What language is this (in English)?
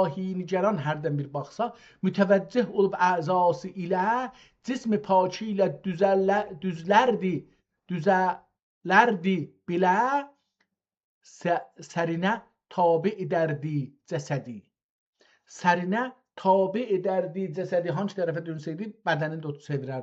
South Azerbaijani